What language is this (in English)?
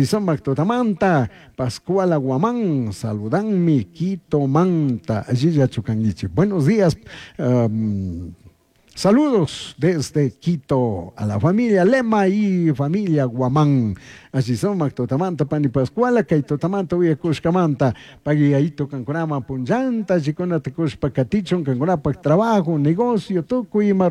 Chimborazo Highland Quichua